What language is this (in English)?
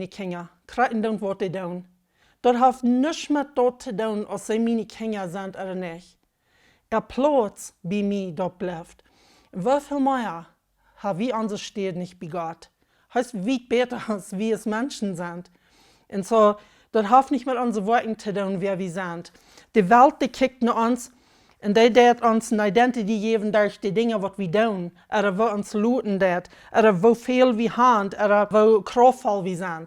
Plautdietsch